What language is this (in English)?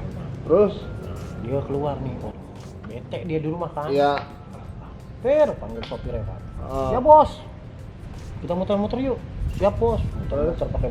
Betawi